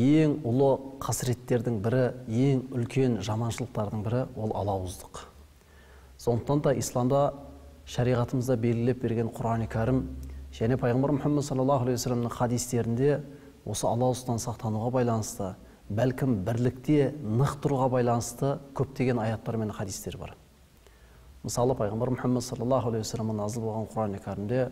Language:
Kazakh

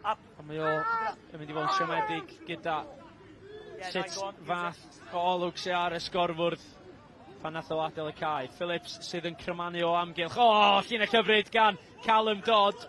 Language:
Welsh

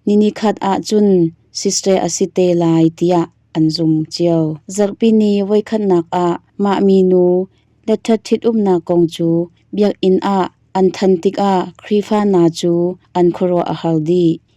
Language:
Hakha Chin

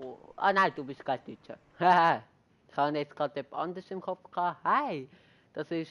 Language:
Swiss German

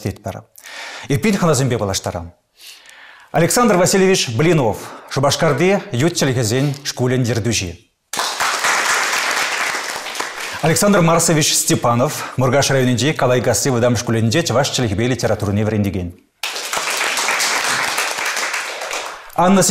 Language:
Chuvash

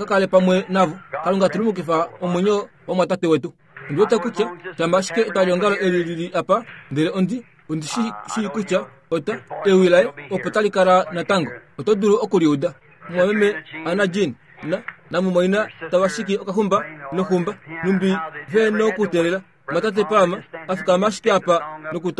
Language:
Kuanyama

